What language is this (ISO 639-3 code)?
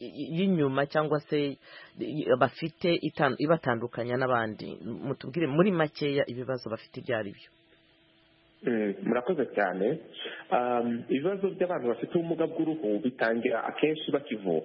kin